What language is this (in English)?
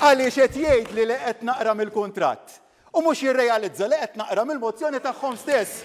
Maltese